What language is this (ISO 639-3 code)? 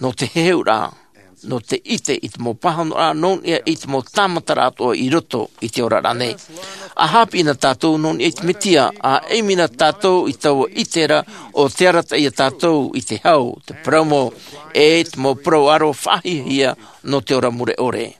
tah